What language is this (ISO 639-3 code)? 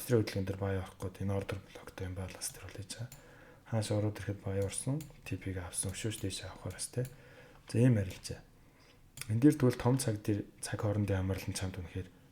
mon